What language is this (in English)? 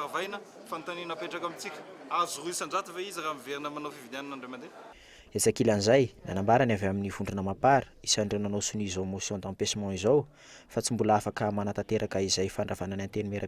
Malagasy